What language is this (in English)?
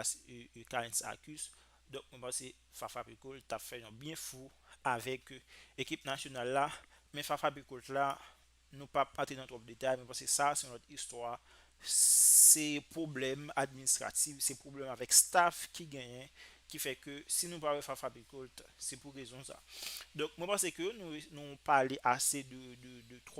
Haitian Creole